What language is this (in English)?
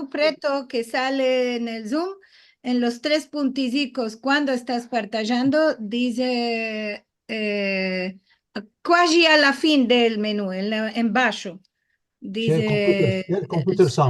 Ladino